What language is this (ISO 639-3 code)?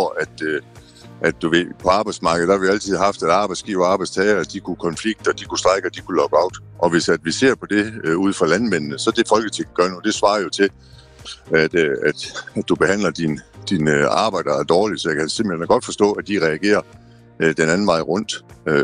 dan